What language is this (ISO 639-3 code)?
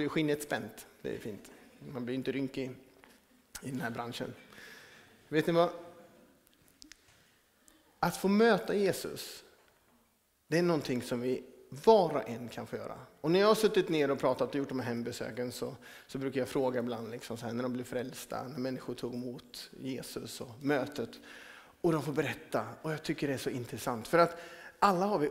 swe